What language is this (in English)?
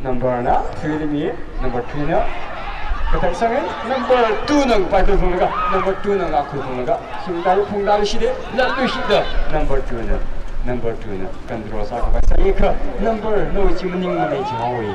Tangkhul Naga (India)